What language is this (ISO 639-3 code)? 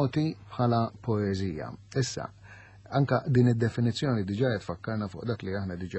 mlt